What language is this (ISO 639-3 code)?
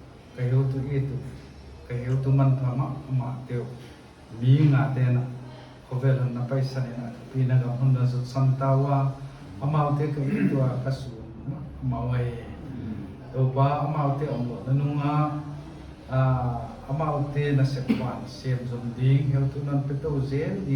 pck